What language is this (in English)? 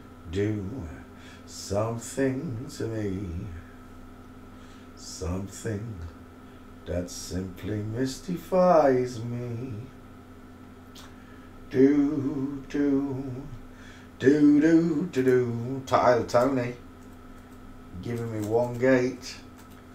English